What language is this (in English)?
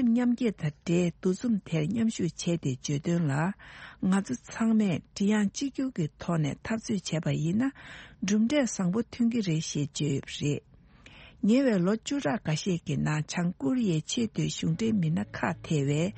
Tibetan